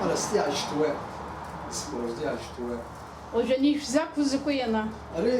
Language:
Abkhazian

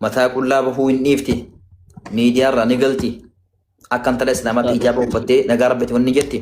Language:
Oromo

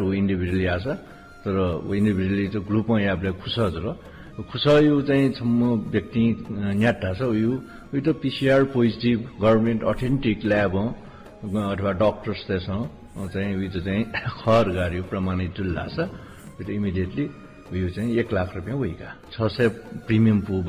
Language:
Newari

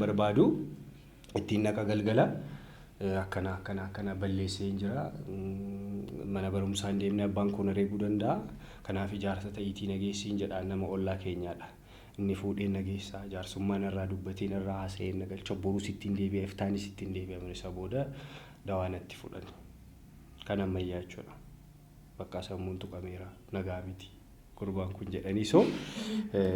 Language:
Oromo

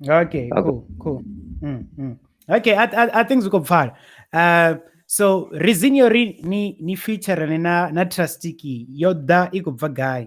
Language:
Venda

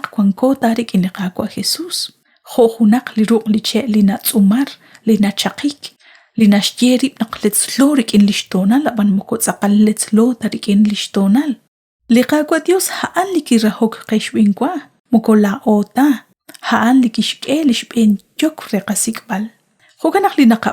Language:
Kekchí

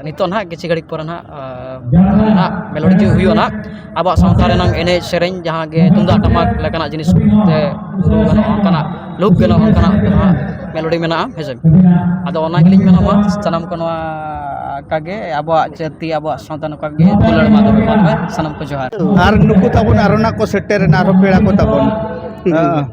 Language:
Santali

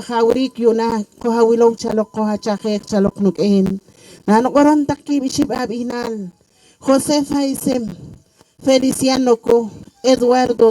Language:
Poqomchi'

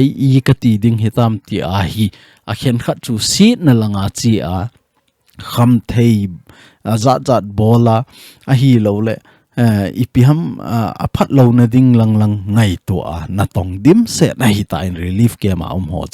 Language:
Thado Chin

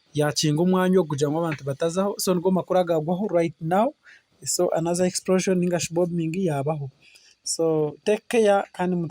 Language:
Nyankole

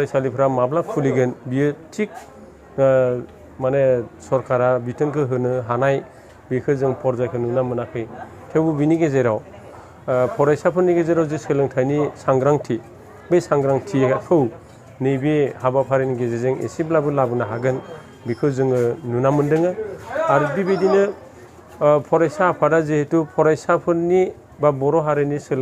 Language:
Bodo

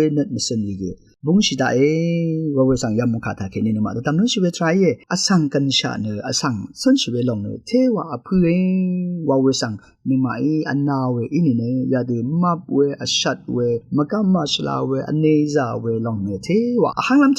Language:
Rawang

